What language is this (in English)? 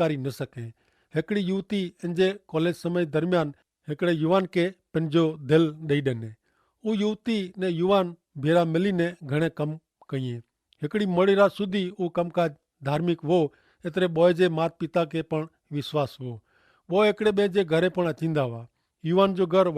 Kachhi